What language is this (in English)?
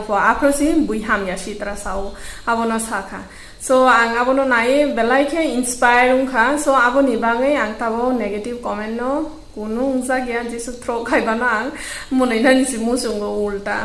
Kok Borok